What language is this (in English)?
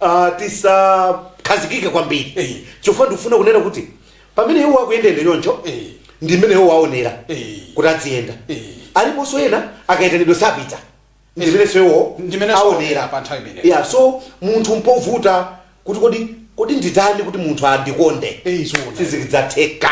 Nyanja